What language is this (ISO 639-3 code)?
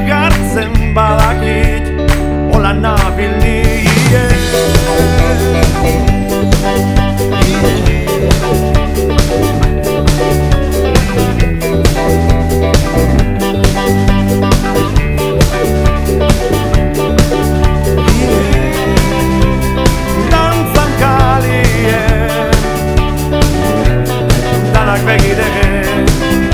eus